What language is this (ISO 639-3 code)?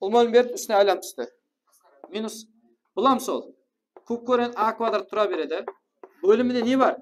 kaa